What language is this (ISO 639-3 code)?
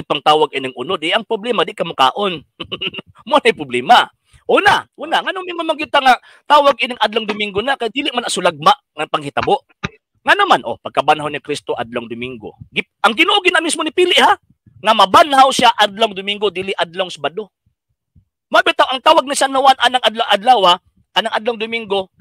ceb